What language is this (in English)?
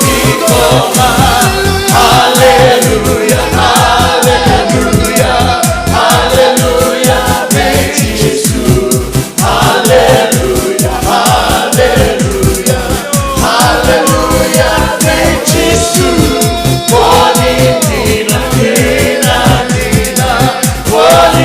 Fijian